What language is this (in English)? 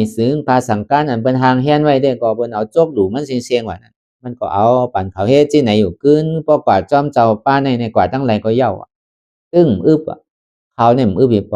Shan